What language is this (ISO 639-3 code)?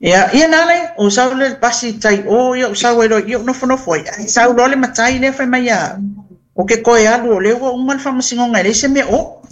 smo